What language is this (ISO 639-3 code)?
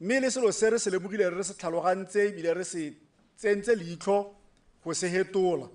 tsn